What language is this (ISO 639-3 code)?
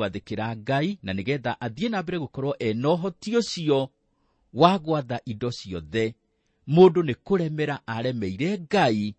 kik